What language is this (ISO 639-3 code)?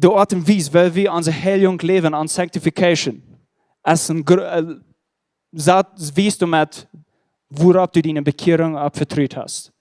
pdt